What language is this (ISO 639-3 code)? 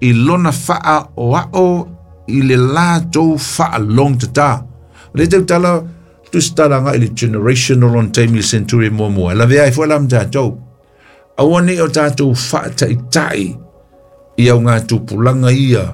smo